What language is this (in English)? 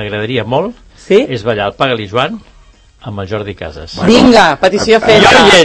Catalan